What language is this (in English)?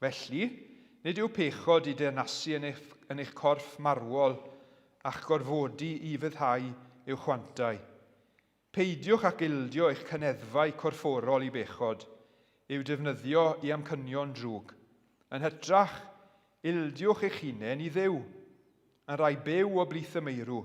Welsh